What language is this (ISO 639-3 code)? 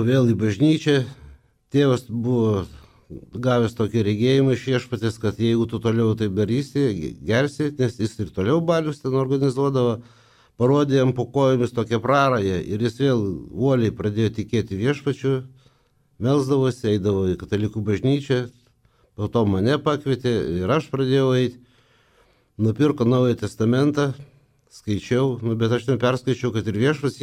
lit